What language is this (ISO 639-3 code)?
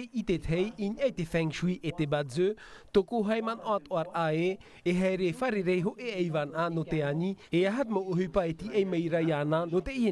tah